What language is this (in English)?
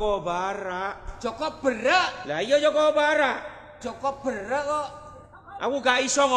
Javanese